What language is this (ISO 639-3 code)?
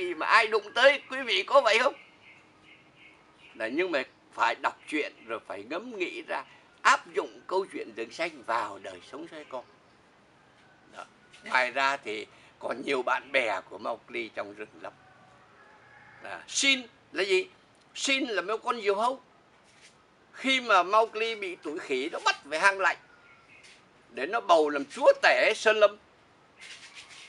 vie